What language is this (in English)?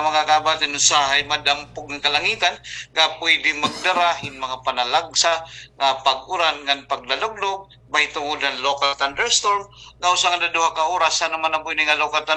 Waray